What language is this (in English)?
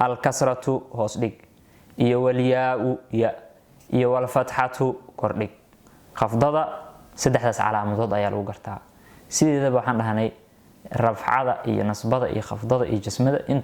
Somali